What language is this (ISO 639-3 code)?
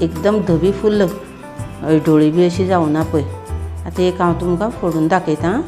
kok